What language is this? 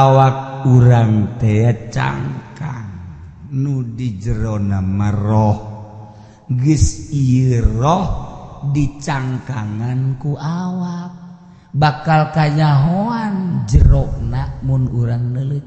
Sundanese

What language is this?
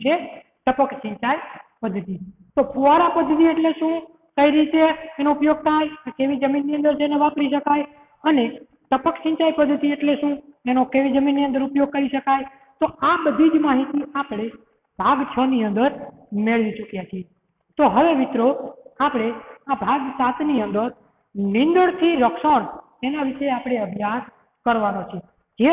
Gujarati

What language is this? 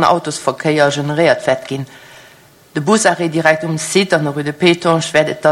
Luxembourgish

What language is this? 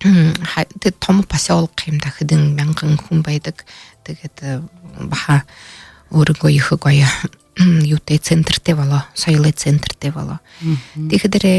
Buriat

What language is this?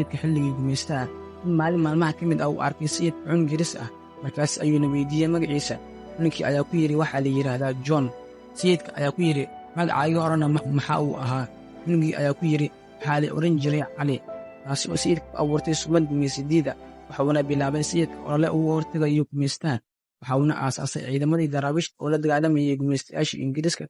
Somali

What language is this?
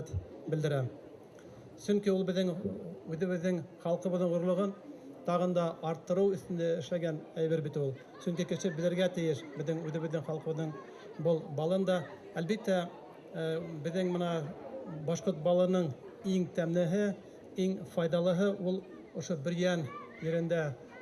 Bashkir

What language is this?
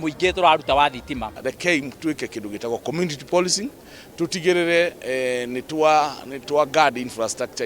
Kikuyu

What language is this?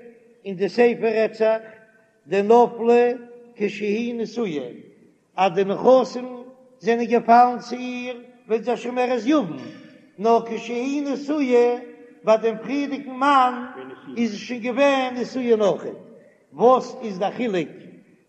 Yiddish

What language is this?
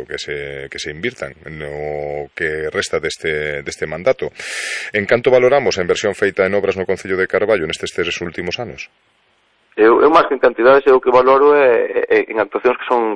Galician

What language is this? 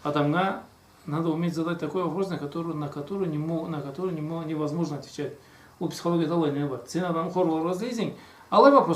Karachay-Balkar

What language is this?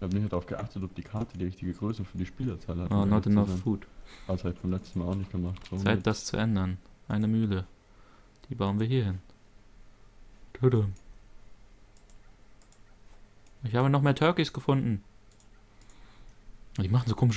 German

